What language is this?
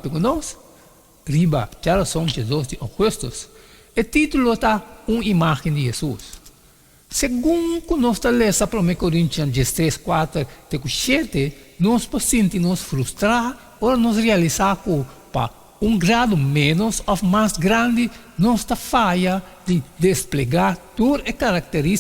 Papiamento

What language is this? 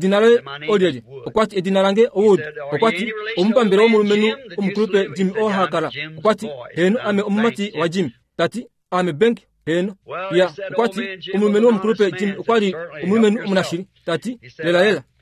Kuanyama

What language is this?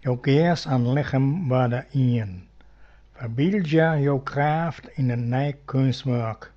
Western Frisian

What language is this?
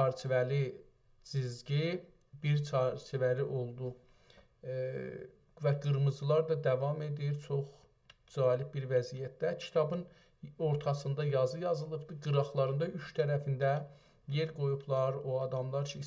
South Azerbaijani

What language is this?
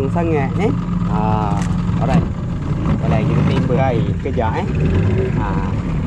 Malay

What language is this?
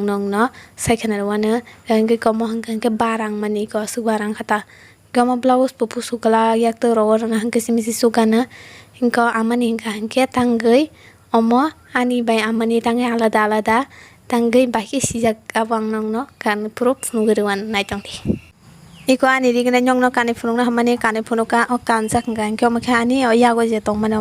Kok Borok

